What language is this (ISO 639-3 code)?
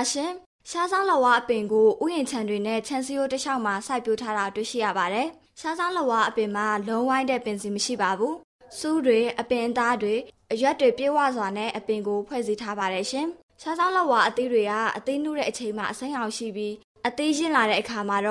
mya